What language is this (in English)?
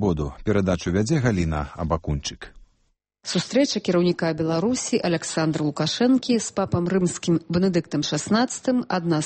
Belarusian